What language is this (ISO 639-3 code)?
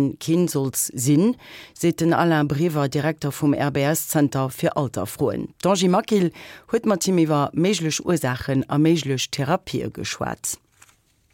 ltz